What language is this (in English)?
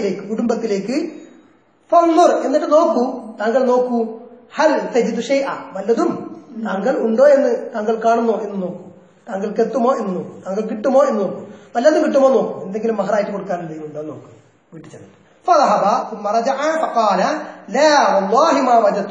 Malayalam